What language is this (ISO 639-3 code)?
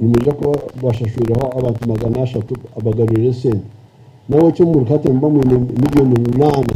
nyn